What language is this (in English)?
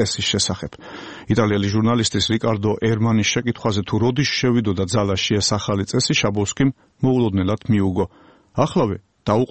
Georgian